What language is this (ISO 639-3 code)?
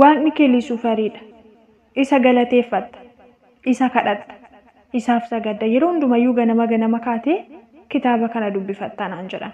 orm